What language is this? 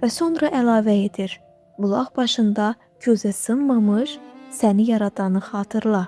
Azerbaijani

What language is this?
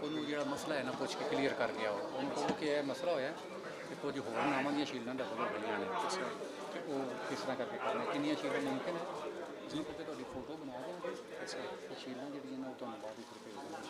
Western Panjabi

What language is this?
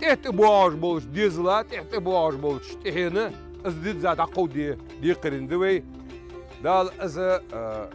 Ingush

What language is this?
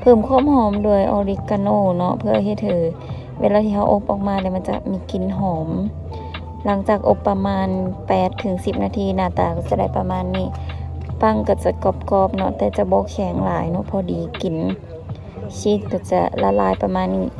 Lao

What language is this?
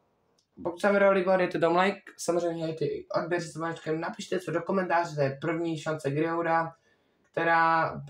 Czech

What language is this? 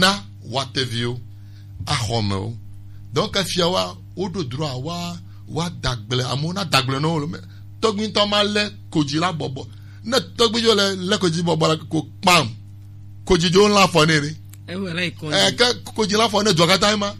Gen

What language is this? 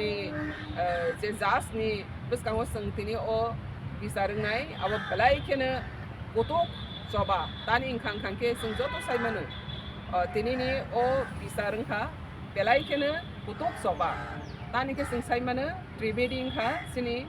Kok Borok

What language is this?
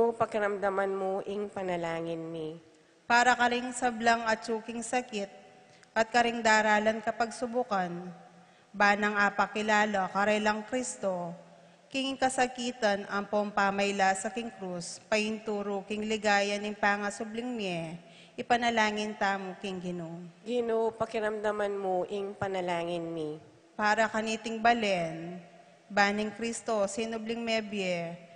Pampanga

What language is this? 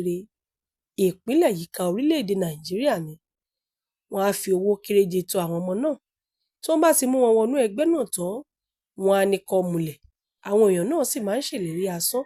Yoruba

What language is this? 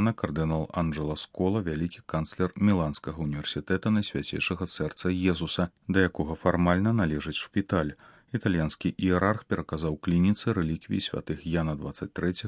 Belarusian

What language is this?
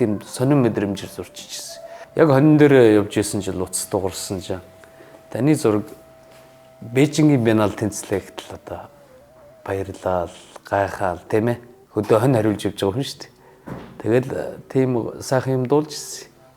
Mongolian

